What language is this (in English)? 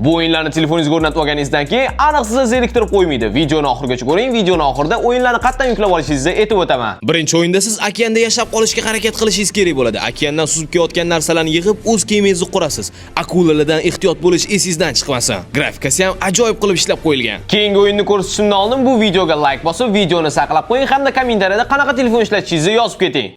Uzbek